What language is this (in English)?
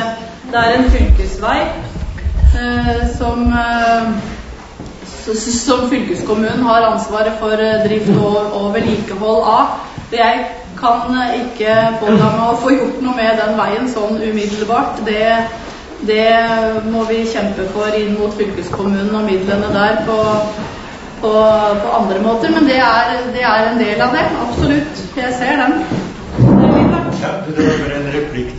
Norwegian